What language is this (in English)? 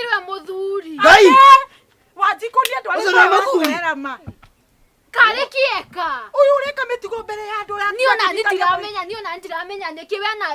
Kikuyu